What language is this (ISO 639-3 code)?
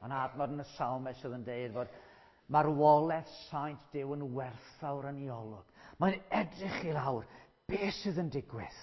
cym